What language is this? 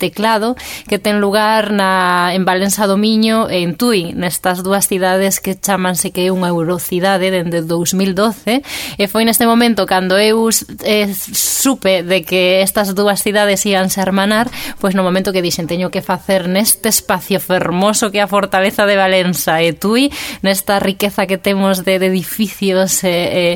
Galician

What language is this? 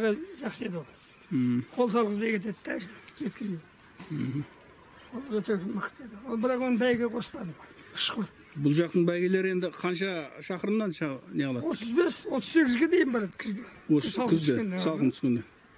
Kazakh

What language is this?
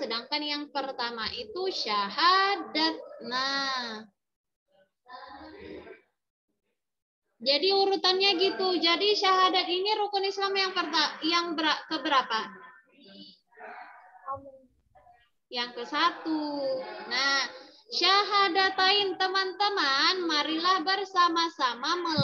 Indonesian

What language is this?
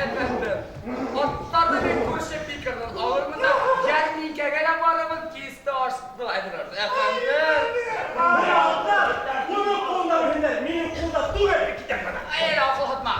Bashkir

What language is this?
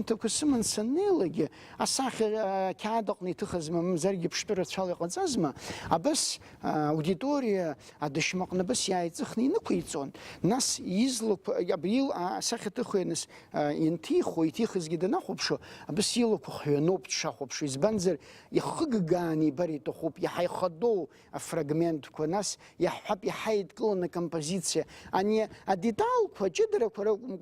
Abkhazian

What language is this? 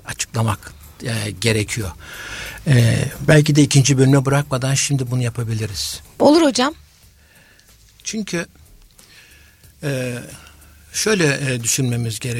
Turkish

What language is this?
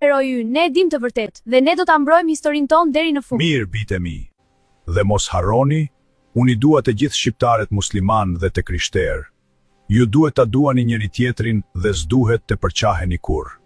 Albanian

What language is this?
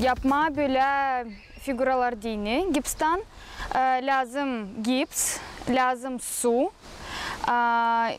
Gagauz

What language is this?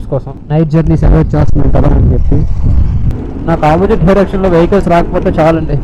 Telugu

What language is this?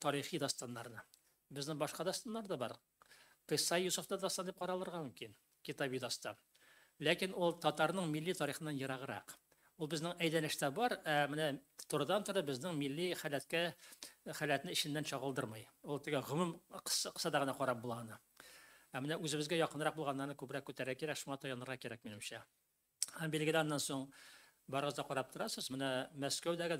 Tatar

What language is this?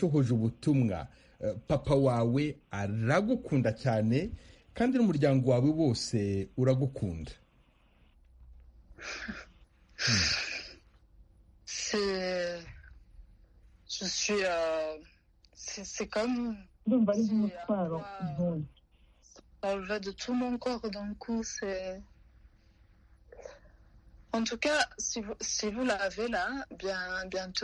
Kinyarwanda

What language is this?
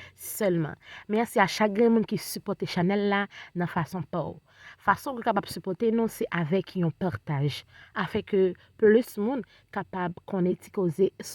Haitian Creole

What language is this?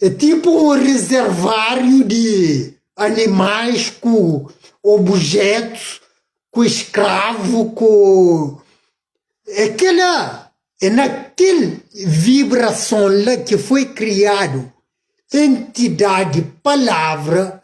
Kabuverdianu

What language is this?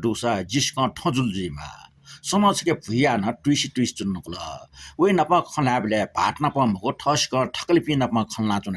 Newari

